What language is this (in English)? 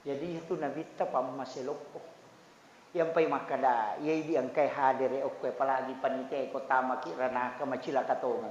Buginese